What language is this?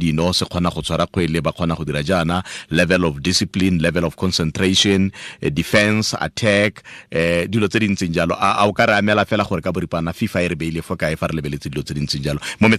Tswana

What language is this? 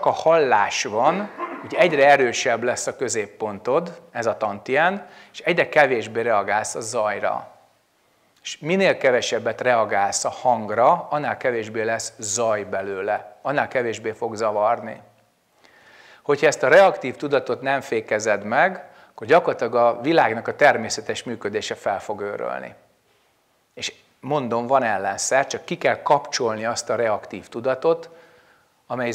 Hungarian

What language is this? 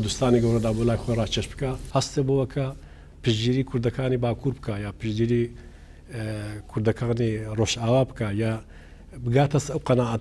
Central Kurdish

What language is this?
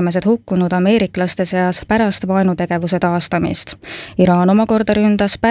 Estonian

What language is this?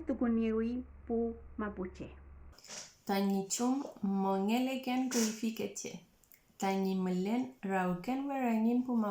Mapuche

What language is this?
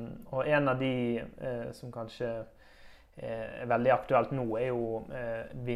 Norwegian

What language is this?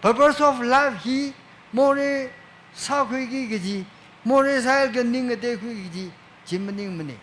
Tangkhul Naga (India)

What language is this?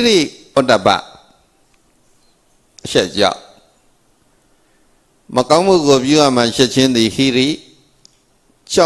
Burmese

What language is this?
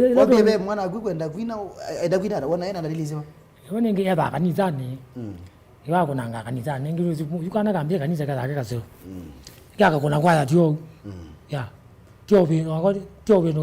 Kamba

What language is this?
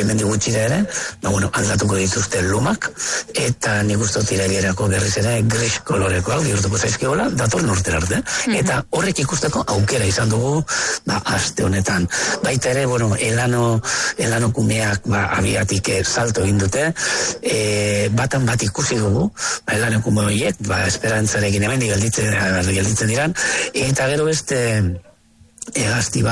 Basque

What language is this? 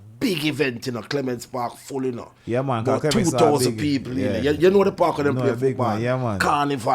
Jamaican Creole English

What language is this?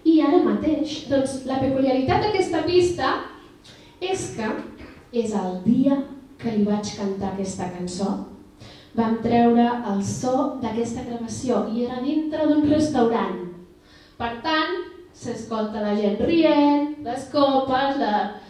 Catalan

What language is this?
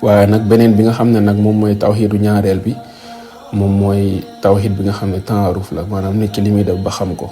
Wolof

